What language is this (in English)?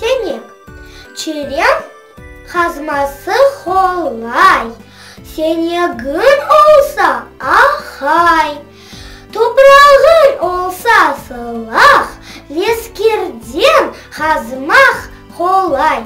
Crimean Tatar